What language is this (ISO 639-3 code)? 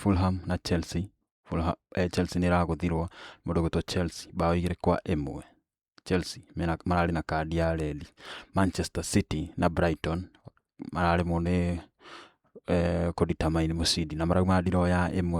kik